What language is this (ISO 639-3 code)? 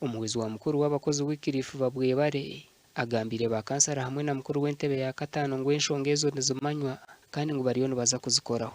nyn